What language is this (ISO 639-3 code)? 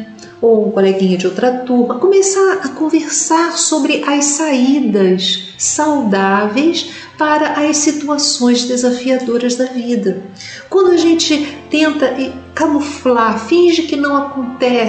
por